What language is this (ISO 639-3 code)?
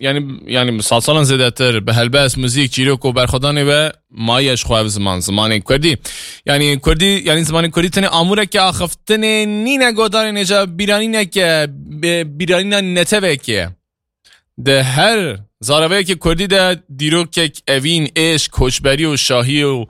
kur